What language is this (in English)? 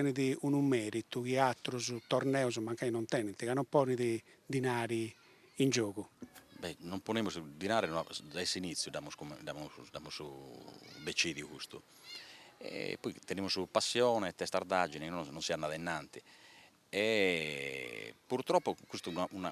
Sardinian